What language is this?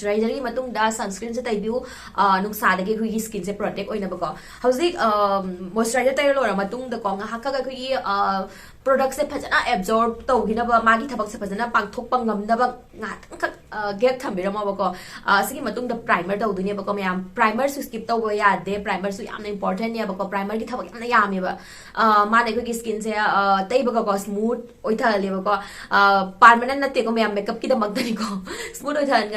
Manipuri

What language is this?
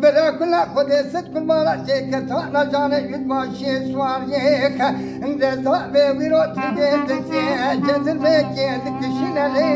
Kurdish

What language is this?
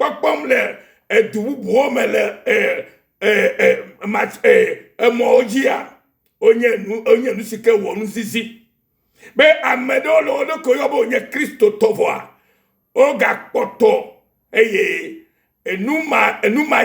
Ewe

